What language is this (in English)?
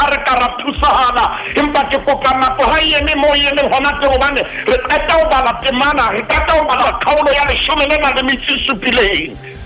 Southern Sotho